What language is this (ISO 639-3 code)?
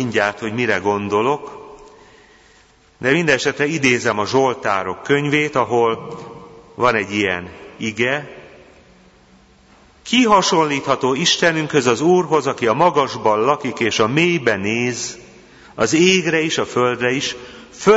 hun